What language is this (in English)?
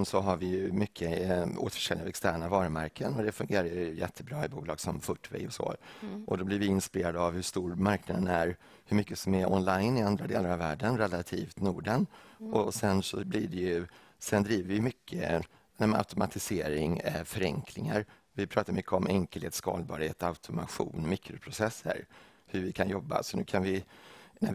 Swedish